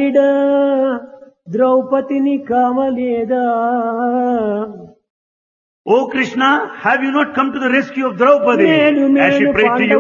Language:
Telugu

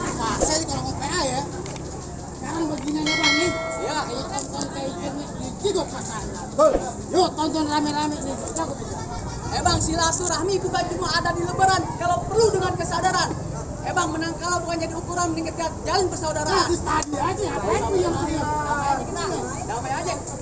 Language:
Betawi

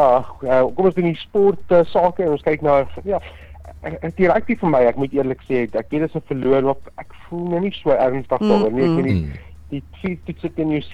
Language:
Afrikaans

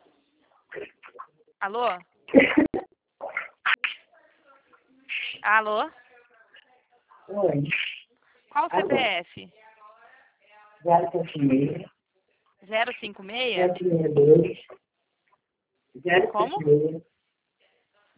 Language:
Portuguese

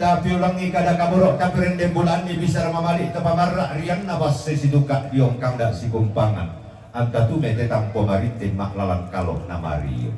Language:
Toraja-Sa'dan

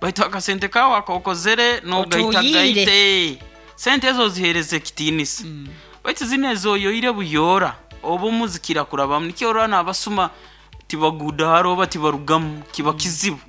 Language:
Nyankole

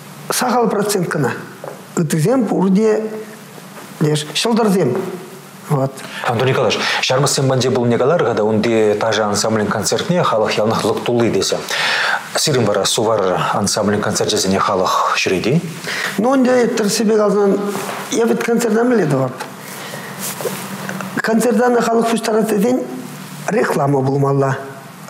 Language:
Chuvash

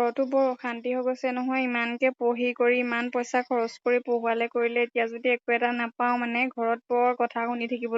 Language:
Assamese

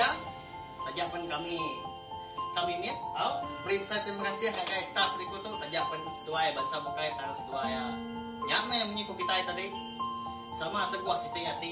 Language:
Iban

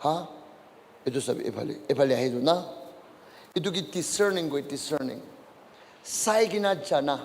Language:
Naga Pidgin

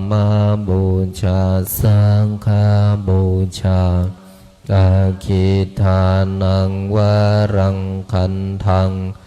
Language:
Pali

